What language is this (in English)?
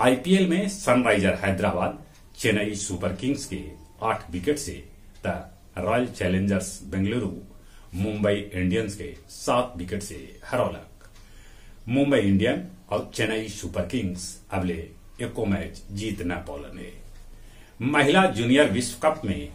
Magahi